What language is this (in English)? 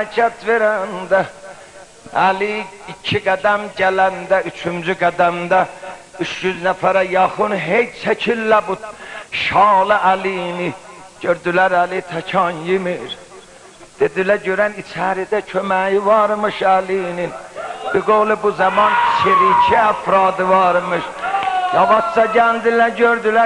South Azerbaijani